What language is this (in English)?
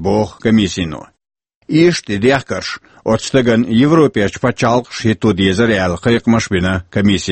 Chechen